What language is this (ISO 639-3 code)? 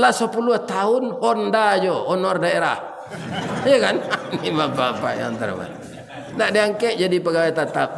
min